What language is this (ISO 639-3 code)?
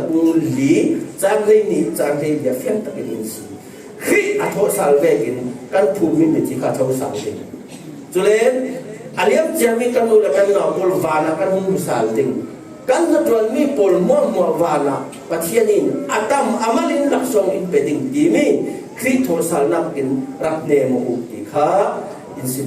cfm